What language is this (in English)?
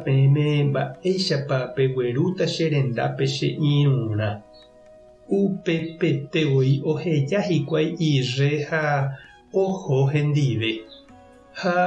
Guarani